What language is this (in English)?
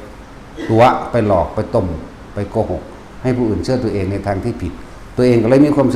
Lao